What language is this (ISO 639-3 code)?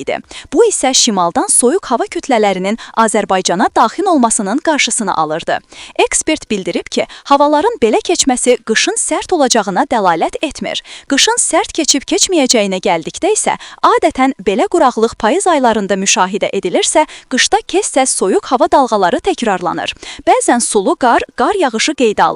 aze